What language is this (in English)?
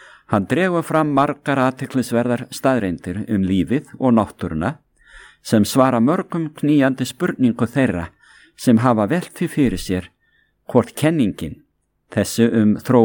Icelandic